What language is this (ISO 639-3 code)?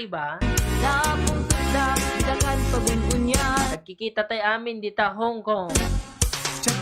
ilo